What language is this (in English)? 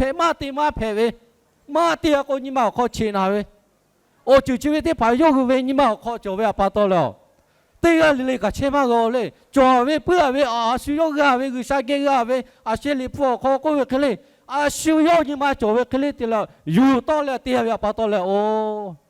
Lahu